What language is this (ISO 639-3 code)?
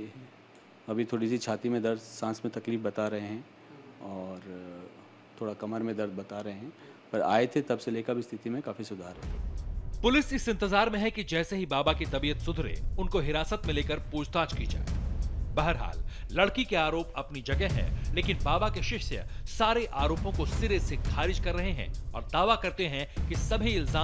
hin